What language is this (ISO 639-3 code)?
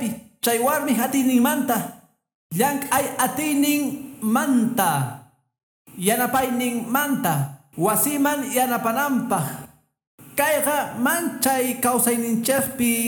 que